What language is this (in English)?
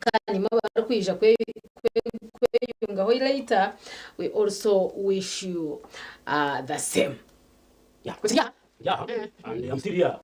Nyankole